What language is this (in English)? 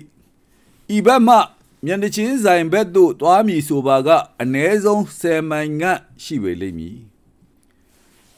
Burmese